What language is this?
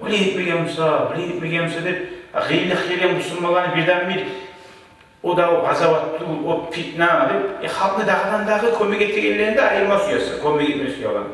Kumyk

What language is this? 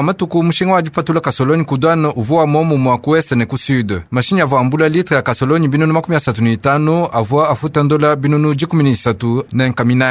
Luba-Lulua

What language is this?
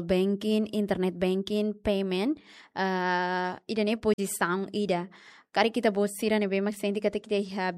Tetum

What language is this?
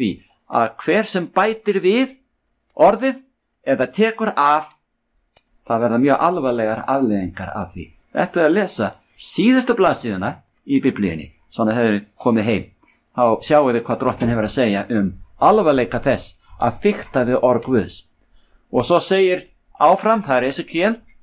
Icelandic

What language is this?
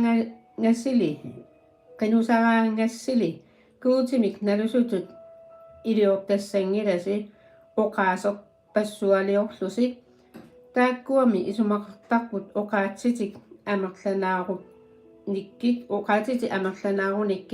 Kalaallisut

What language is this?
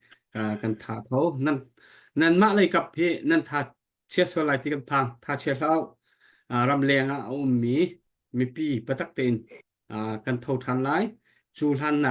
Hakha Chin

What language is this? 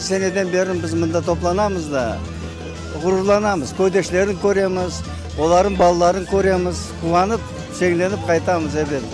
Crimean Tatar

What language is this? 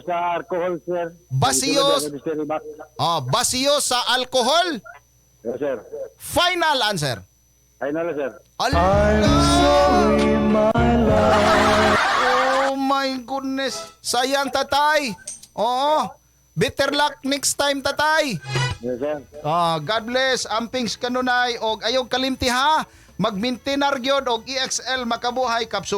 Cebuano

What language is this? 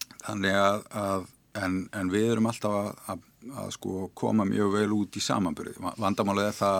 Icelandic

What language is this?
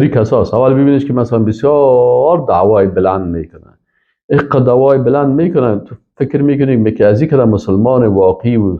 Persian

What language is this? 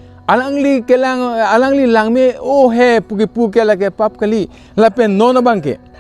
Karbi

